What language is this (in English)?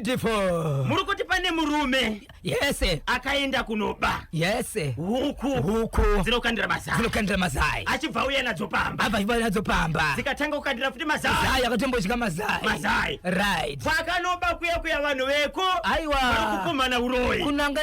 Shona